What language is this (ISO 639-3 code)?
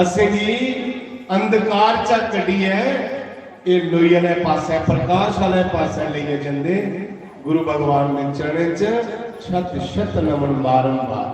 doi